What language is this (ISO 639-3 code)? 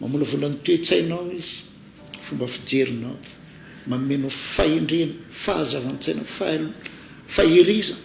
mlg